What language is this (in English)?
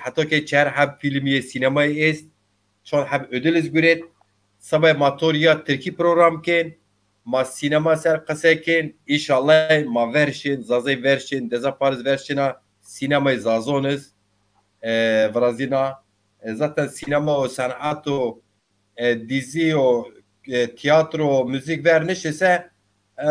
Zaza